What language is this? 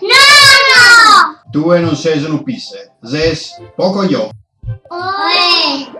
Sardinian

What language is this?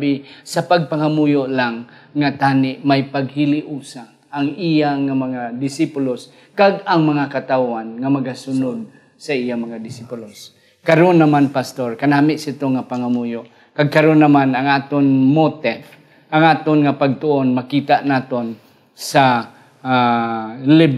Hiligaynon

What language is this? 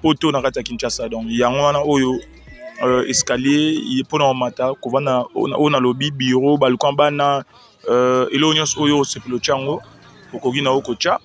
Lingala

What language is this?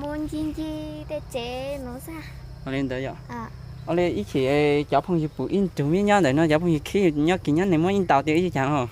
Hmong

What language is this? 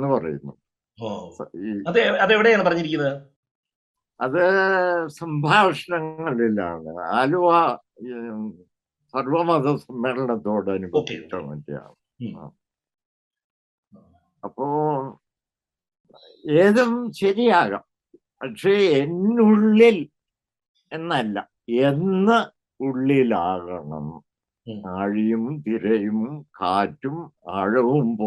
Malayalam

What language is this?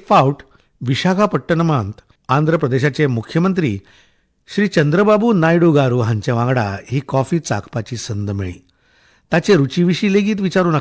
Konkani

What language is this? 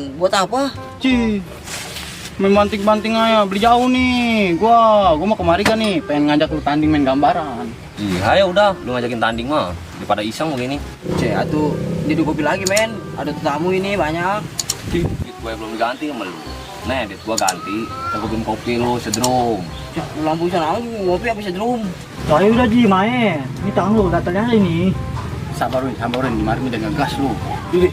Betawi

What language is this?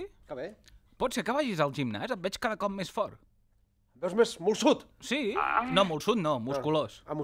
Catalan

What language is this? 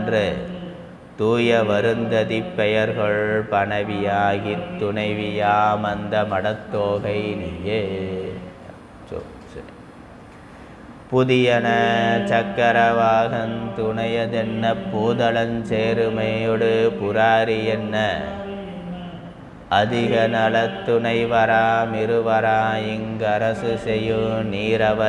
Tamil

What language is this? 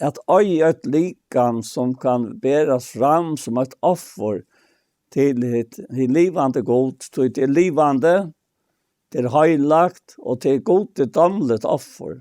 Faroese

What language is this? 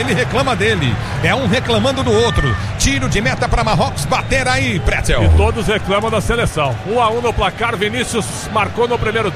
Portuguese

